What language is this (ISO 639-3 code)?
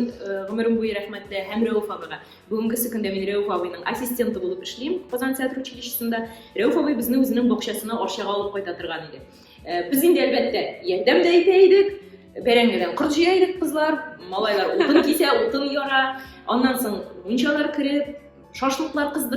tat